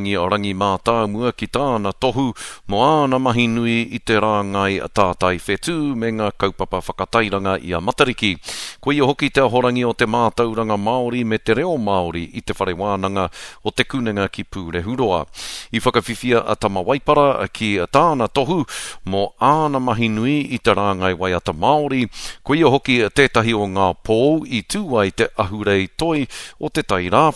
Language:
Māori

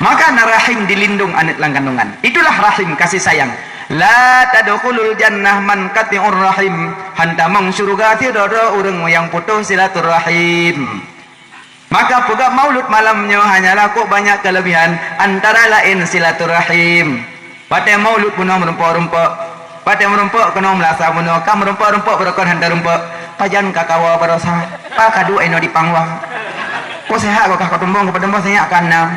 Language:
Achinese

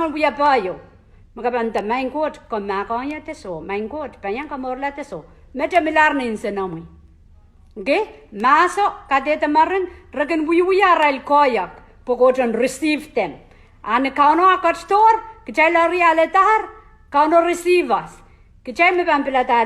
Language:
Pohnpeian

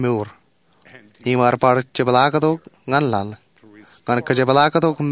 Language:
Marshallese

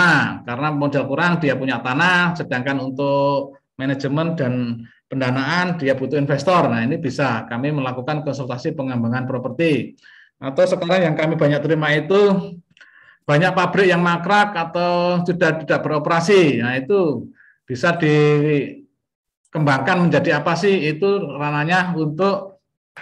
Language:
Indonesian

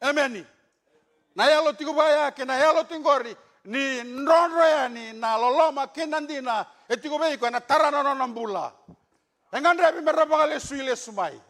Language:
Fijian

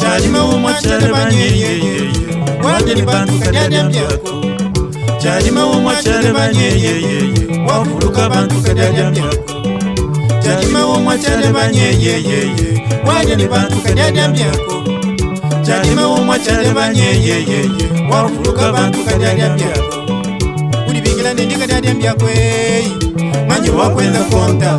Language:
Luba-Lulua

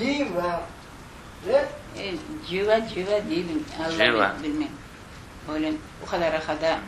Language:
Crimean Tatar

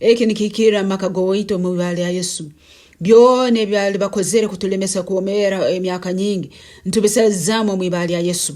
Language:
Nyankole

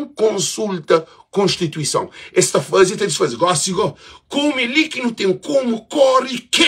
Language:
Kabuverdianu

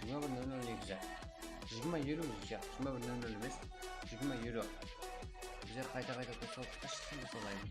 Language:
Kara-Kalpak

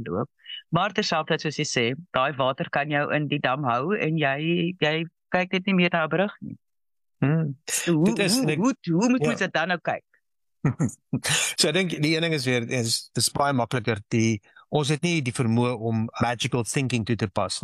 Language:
Afrikaans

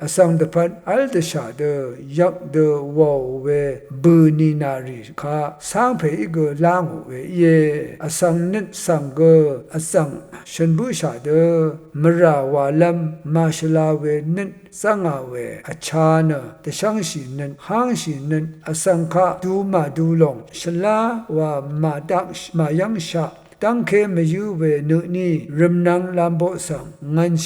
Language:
Rawang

